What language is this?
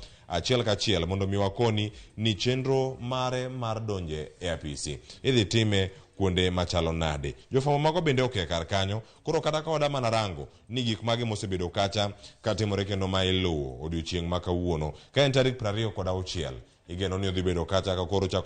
Luo (Kenya and Tanzania)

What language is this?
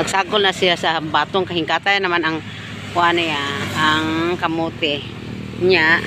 Cebuano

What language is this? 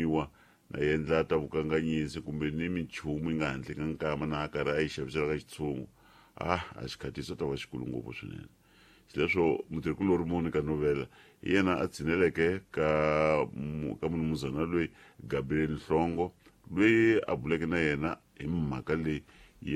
Tsonga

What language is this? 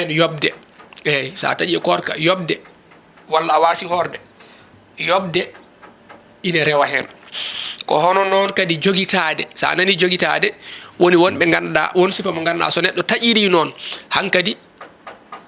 Fula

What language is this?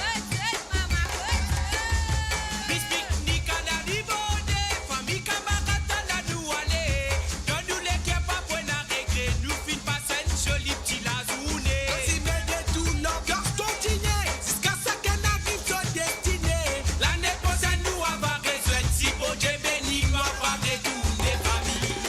Morisyen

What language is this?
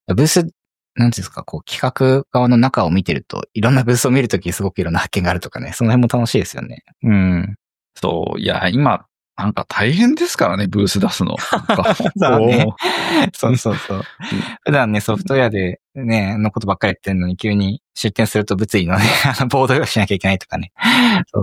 Japanese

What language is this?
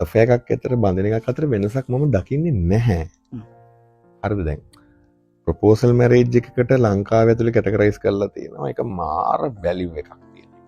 Sinhala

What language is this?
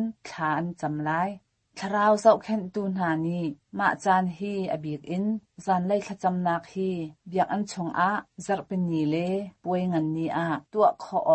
Hakha Chin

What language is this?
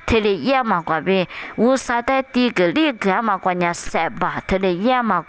Lisu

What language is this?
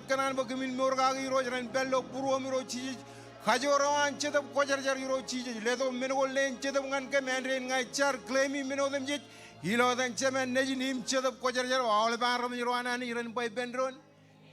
Marshallese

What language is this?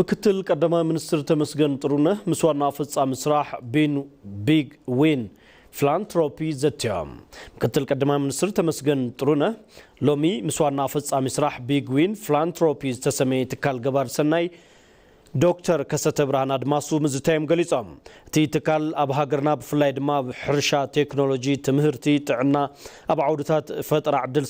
Tigrinya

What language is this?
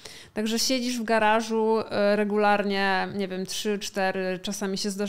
Polish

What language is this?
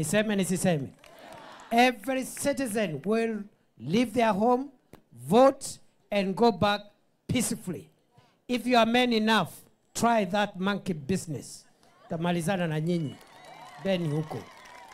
Meru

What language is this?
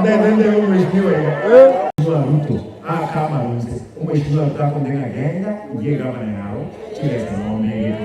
Gusii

